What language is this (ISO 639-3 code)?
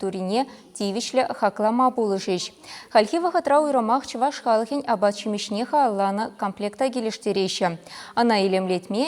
chv